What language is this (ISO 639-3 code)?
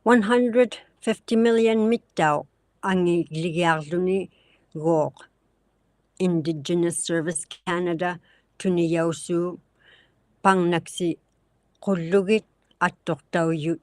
iku